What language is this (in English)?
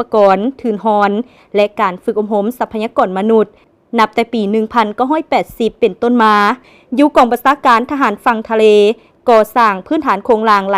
Lao